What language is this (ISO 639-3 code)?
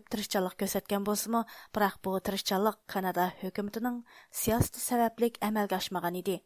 uig